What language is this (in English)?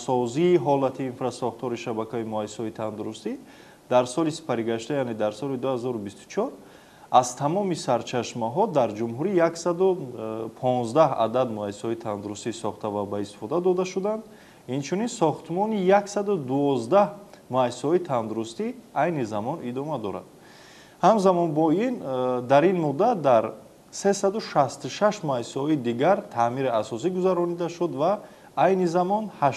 Tajik